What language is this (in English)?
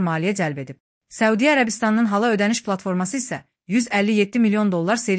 Azerbaijani